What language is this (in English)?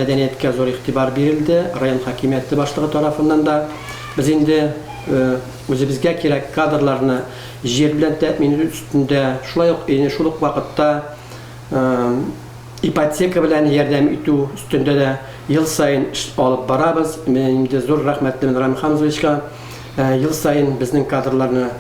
Tatar